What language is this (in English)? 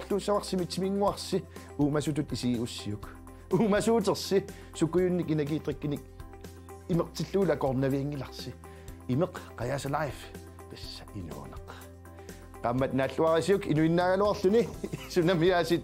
Kalaallisut